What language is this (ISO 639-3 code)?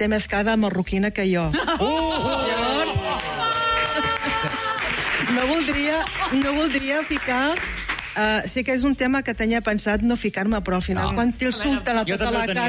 cat